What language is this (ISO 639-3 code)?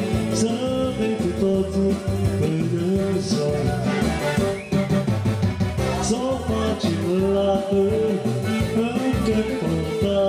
ron